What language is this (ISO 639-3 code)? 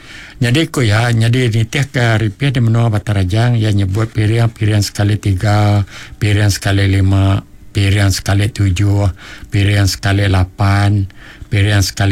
iba